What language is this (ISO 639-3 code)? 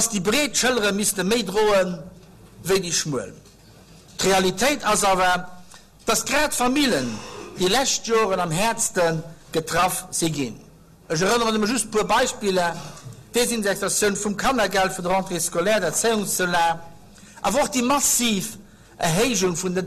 ltz